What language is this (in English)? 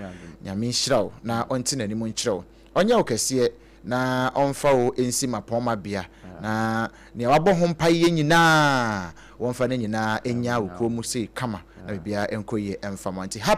Akan